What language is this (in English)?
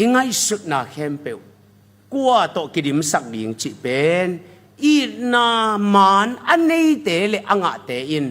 Tedim Chin